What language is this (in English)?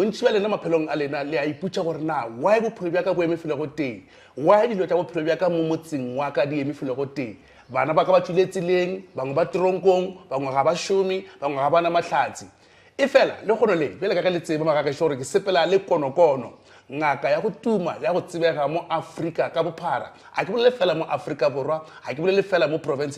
Northern Sotho